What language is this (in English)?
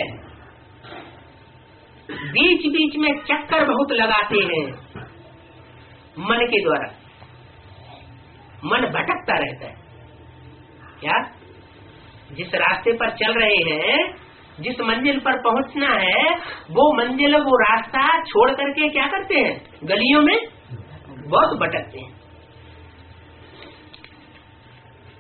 Hindi